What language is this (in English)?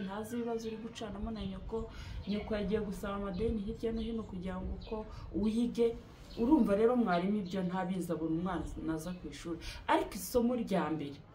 Kinyarwanda